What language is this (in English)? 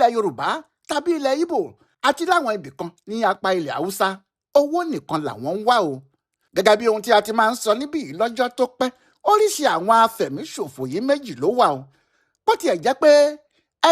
Yoruba